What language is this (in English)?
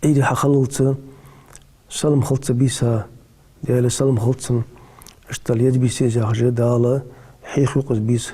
Ingush